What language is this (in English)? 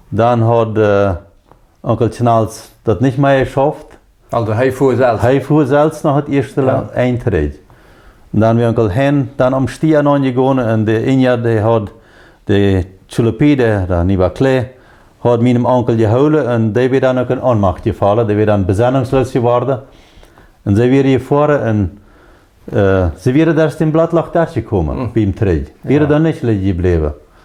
Plautdietsch